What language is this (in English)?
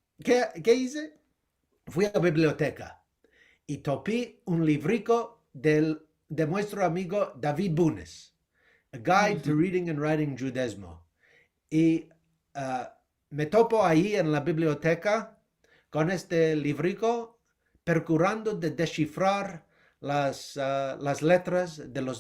Ladino